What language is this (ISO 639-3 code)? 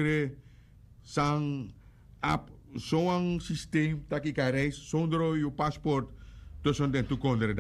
srn